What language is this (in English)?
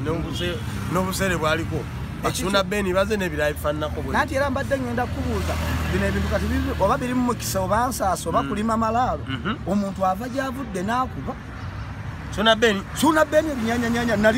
Ganda